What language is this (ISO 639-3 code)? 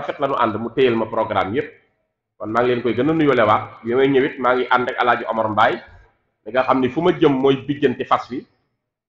wol